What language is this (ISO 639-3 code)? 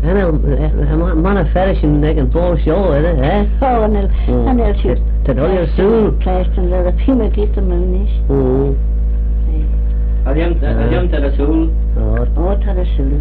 glv